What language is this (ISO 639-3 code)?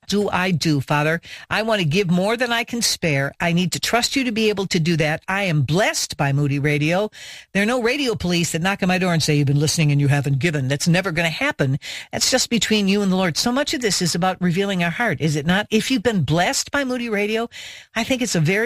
eng